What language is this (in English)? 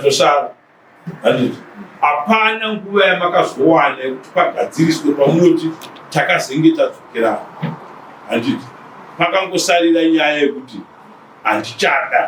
Shona